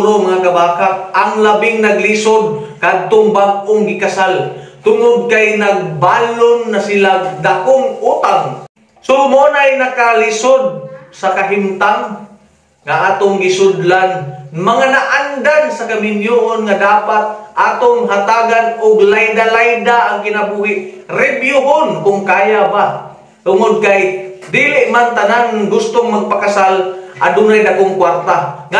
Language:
Cebuano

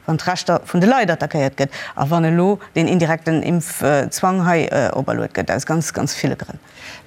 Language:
Luxembourgish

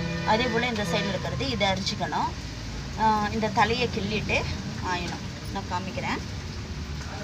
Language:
Tamil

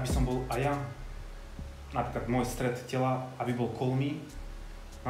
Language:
Slovak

